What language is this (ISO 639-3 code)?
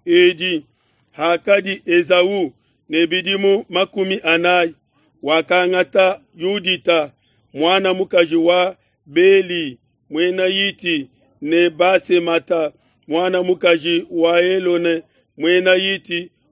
lua